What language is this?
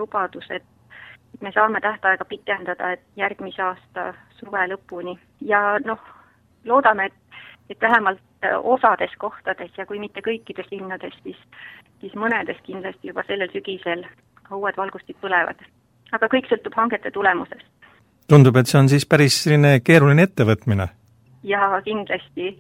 Estonian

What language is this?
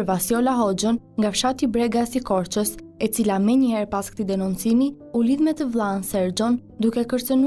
Albanian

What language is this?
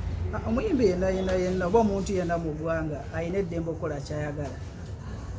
Ganda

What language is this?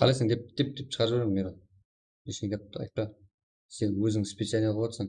Kara-Kalpak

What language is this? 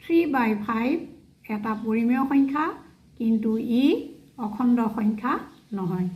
Assamese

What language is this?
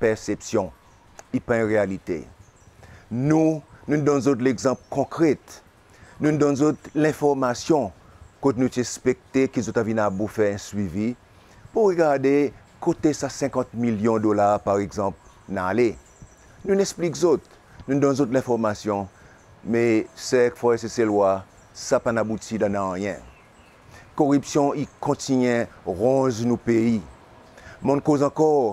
Seselwa Creole French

